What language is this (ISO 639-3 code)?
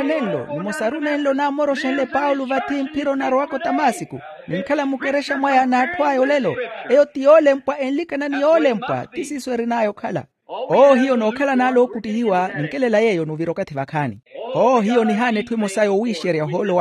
vmw